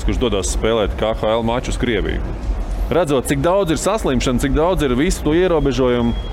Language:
Latvian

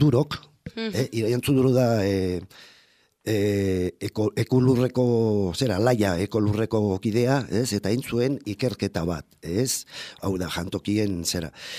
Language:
Basque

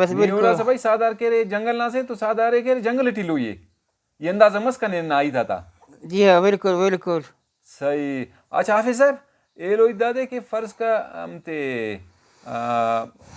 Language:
Brahui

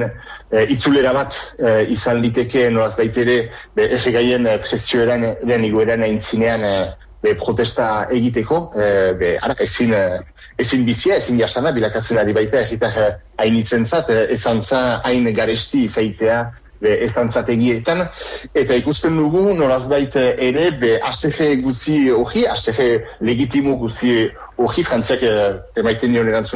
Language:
Basque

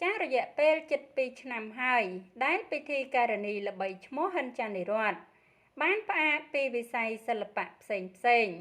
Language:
Khmer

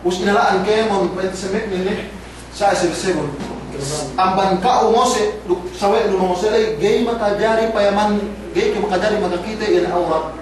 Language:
Yakan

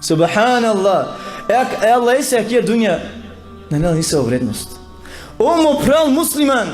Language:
Balkan Romani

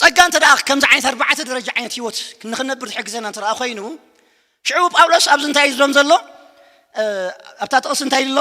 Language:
Tigrinya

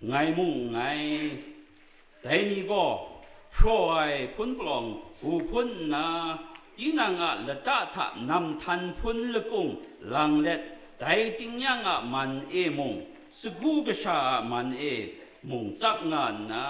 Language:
Kachin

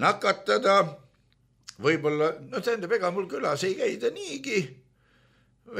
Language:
Estonian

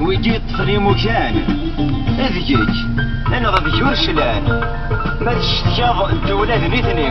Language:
Kabyle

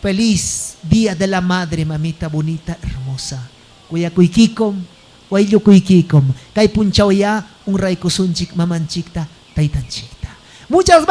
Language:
Ayacucho Quechua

